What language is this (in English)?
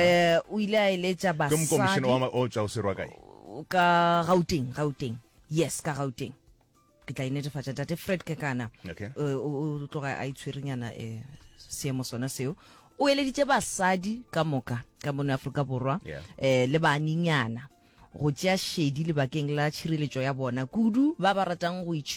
Northern Sotho